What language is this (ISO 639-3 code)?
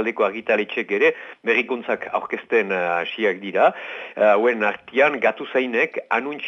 eus